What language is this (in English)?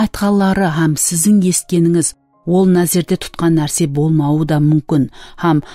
Kara-Kalpak